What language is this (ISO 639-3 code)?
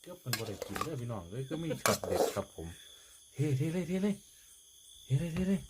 tts